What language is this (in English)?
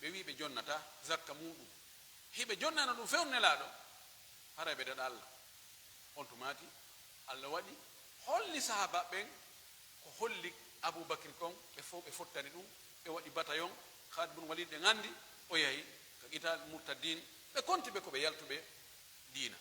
Pular